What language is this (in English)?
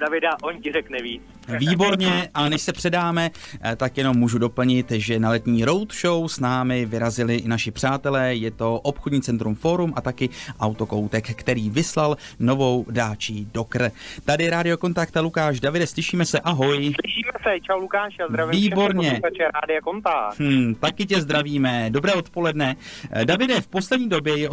Czech